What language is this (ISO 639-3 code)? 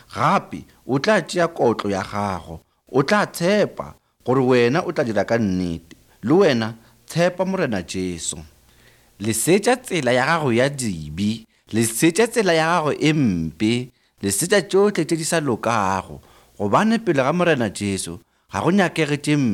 nso